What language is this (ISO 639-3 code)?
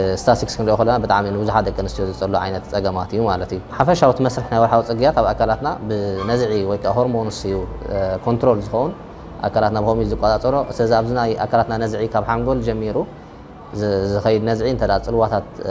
tir